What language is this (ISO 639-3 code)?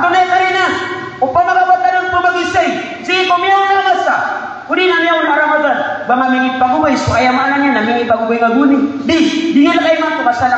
mrw